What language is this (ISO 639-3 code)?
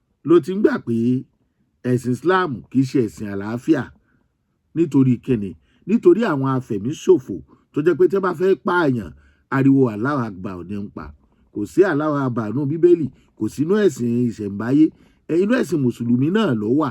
yor